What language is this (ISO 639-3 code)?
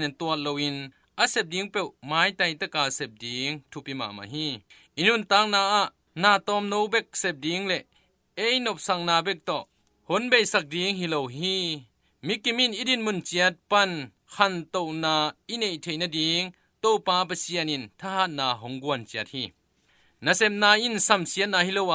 ctd